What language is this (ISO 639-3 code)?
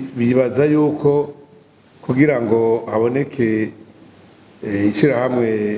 run